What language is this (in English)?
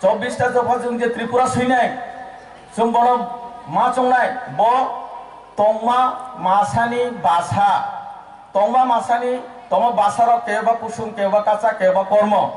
Kok Borok